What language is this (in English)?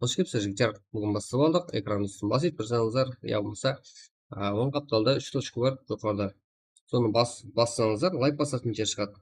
Kara-Kalpak